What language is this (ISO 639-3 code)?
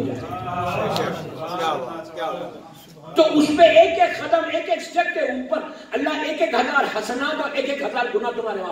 urd